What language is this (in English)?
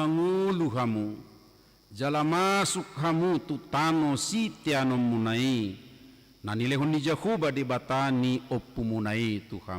Batak Toba